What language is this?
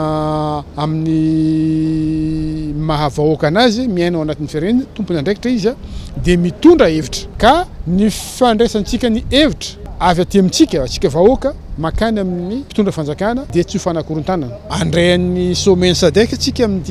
Malagasy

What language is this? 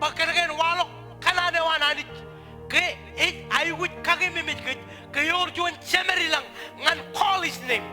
Marshallese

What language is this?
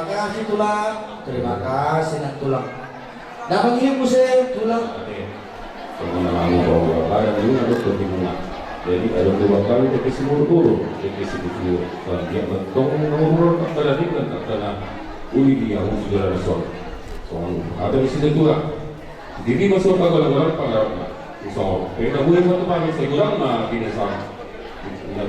Batak Toba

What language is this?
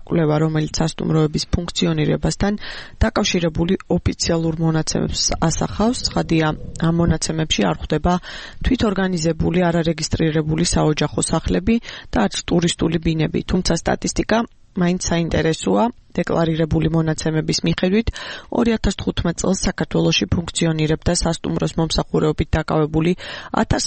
Georgian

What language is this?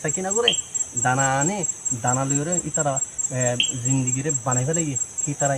Rohingya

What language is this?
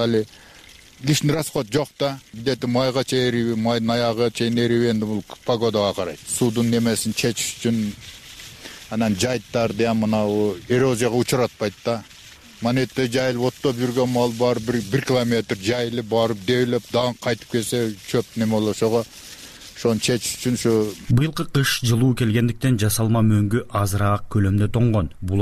Kyrgyz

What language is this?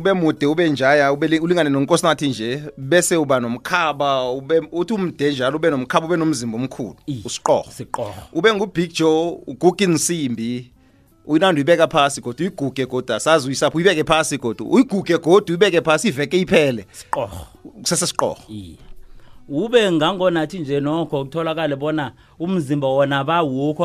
South Ndebele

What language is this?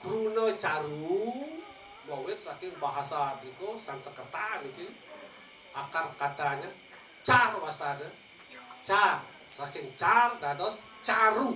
Balinese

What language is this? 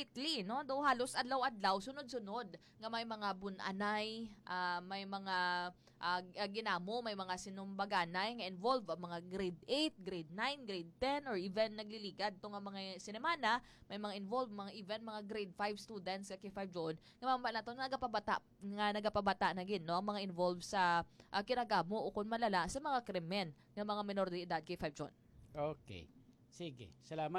Hiligaynon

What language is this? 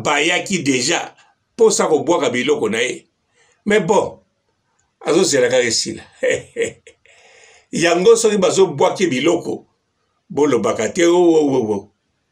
Lingala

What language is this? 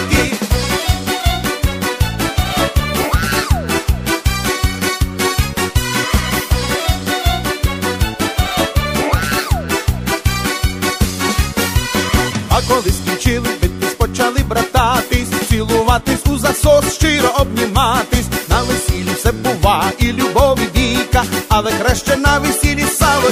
Ukrainian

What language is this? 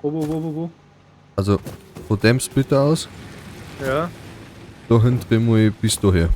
Bavarian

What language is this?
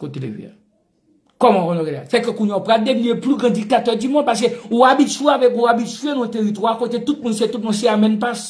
Haitian Creole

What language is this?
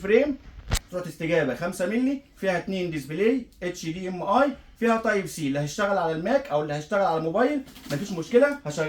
Egyptian Arabic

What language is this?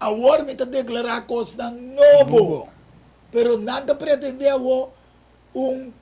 Papiamento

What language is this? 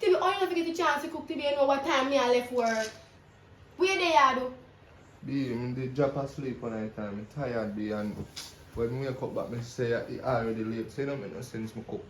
Jamaican Creole English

